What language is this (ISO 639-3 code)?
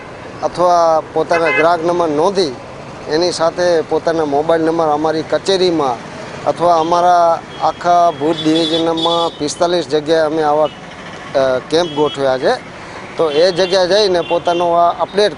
guj